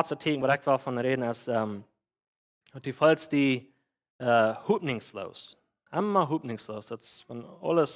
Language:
Plautdietsch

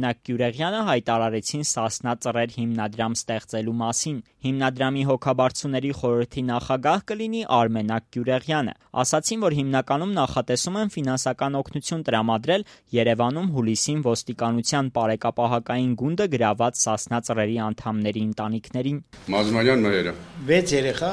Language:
Armenian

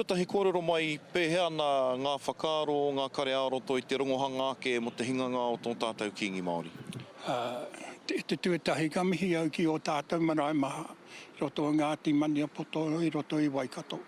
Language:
Māori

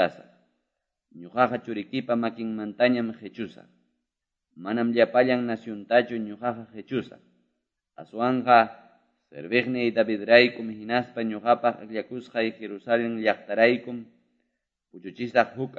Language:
Ayacucho Quechua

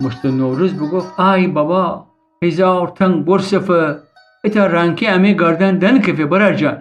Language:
Gilaki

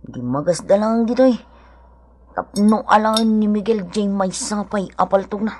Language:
Iloko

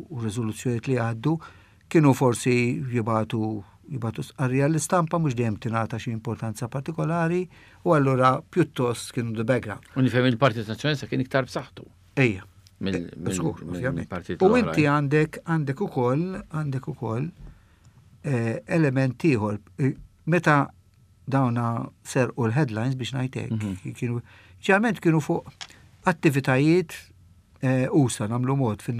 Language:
Maltese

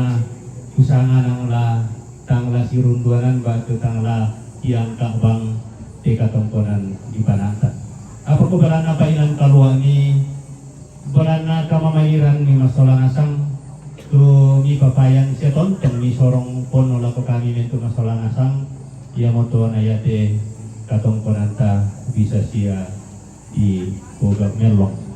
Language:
Toraja-Sa'dan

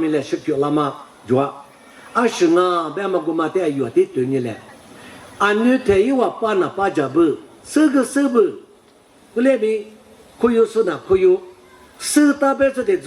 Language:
Lisu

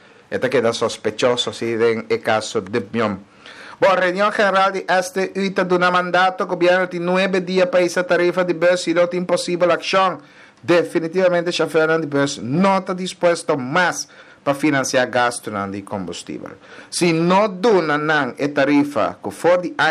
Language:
Papiamento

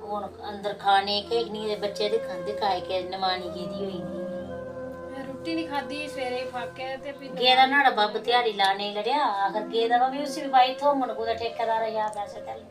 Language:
Dogri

